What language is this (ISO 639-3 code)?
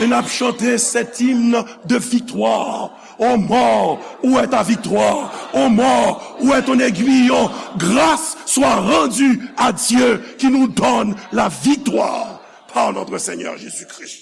hat